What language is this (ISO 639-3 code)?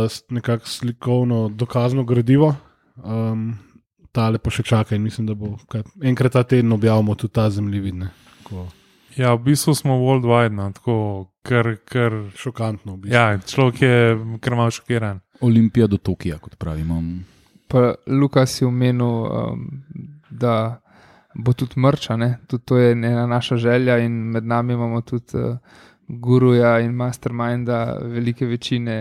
slv